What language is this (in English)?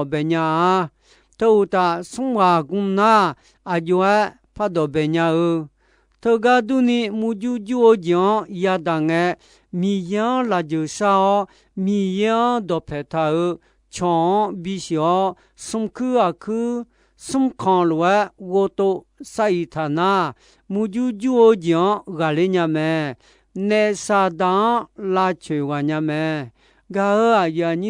Akha